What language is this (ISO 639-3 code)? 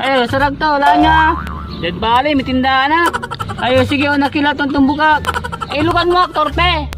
pag